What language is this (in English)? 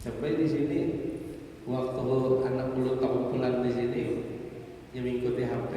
Banjar